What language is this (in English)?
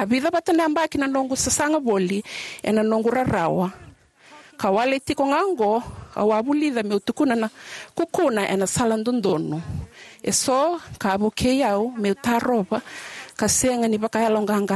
Fijian